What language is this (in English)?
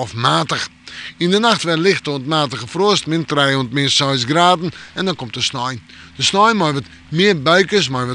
Western Frisian